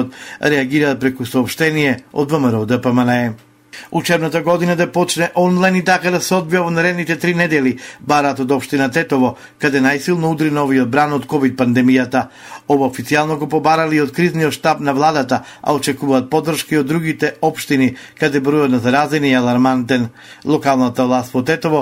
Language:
Macedonian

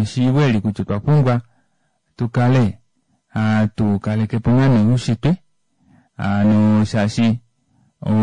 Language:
Kuanyama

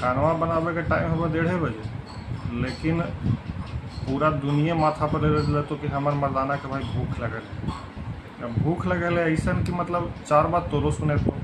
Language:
Magahi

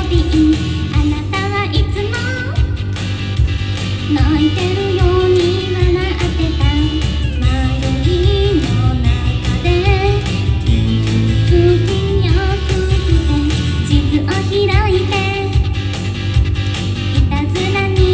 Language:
Japanese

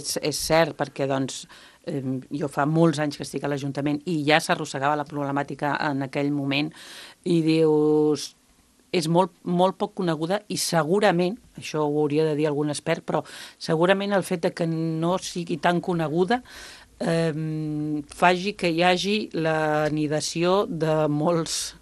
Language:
Catalan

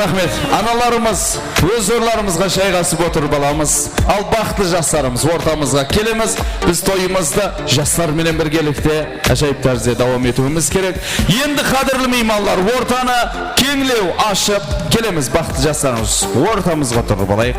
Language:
Kara-Kalpak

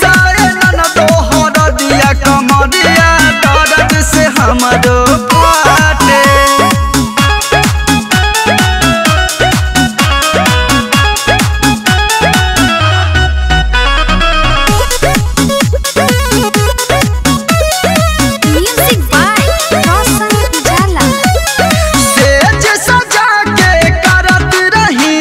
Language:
Bhojpuri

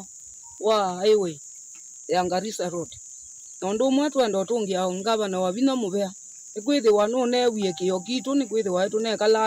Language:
Kamba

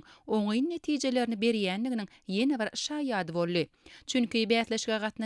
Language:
Turkmen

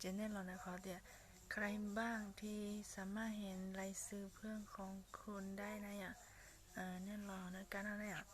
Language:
Hmong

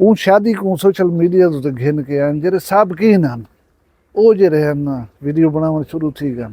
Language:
Saraiki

